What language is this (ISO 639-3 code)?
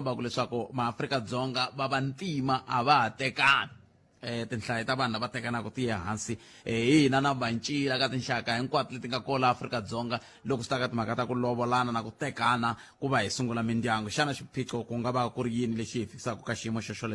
tso